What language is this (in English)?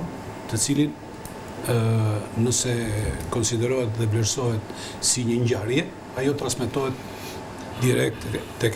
Albanian